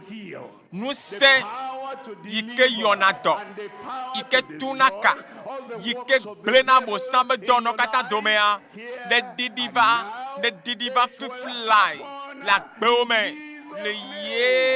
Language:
Ewe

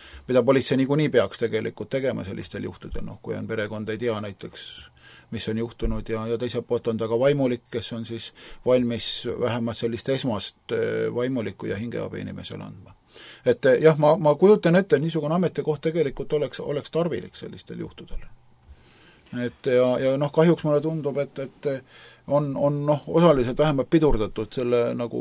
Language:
Estonian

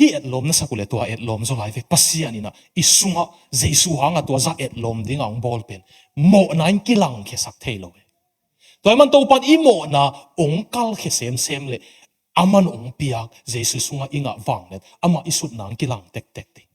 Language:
Tedim Chin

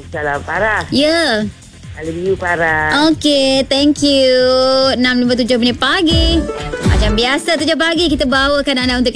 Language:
Malay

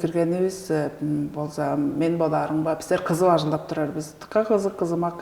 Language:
Tuvinian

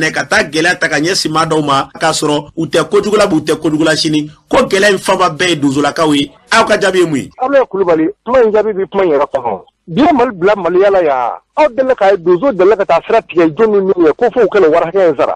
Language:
Bambara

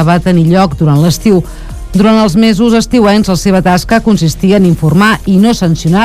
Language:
Catalan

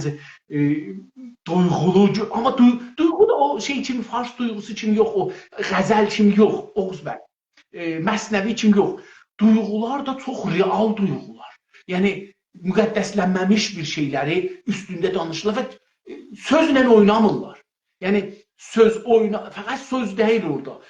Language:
South Azerbaijani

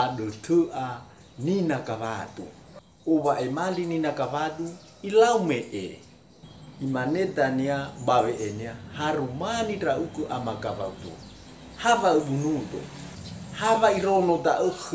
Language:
Nias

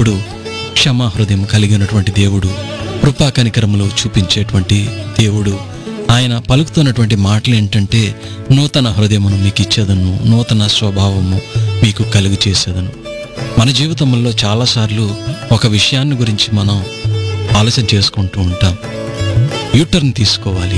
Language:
Telugu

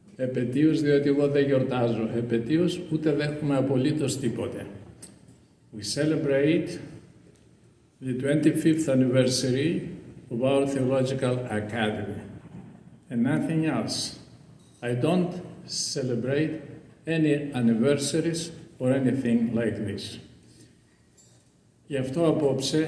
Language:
Greek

